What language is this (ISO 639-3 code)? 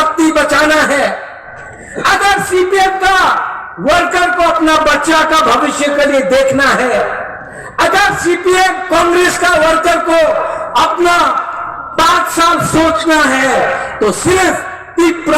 ria